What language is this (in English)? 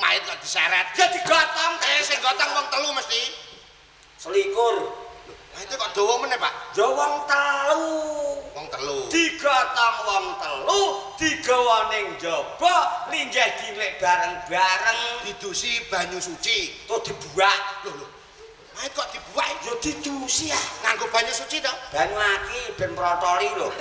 Javanese